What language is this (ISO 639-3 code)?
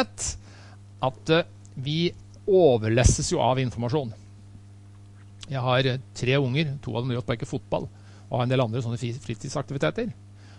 nor